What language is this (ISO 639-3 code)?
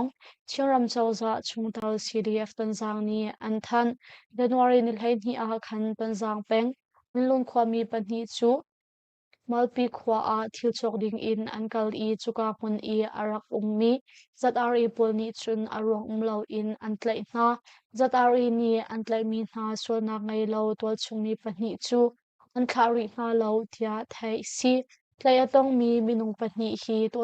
cnh